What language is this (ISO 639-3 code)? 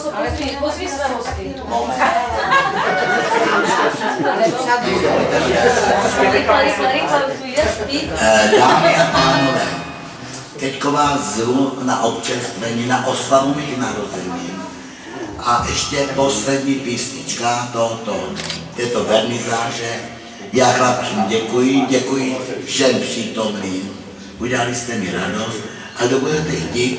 ces